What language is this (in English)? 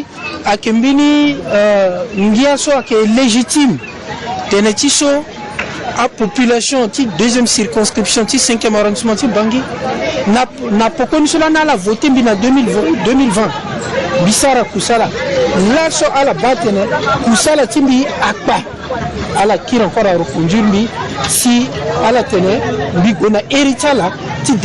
Sango